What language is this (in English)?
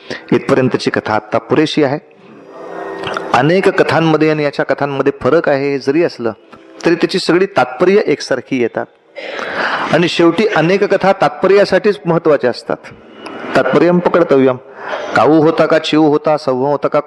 Marathi